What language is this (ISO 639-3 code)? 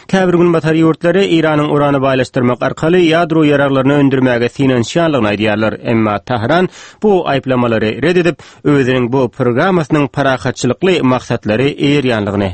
tuk